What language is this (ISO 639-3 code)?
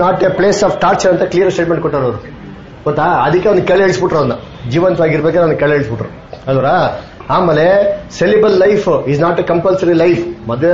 kan